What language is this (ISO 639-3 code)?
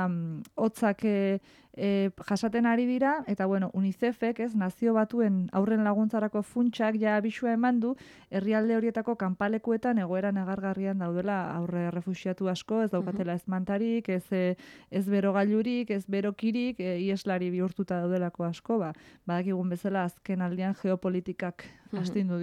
eus